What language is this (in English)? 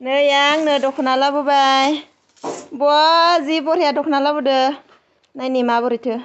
Bodo